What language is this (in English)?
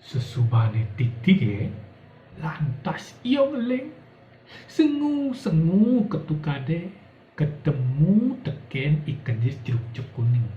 Balinese